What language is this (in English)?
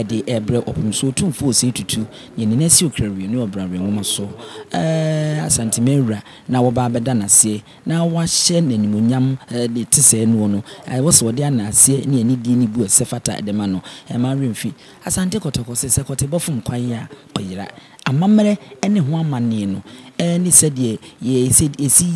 Akan